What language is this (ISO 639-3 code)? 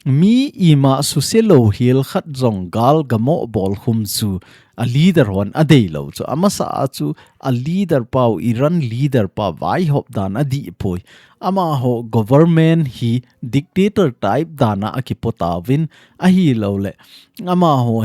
tcz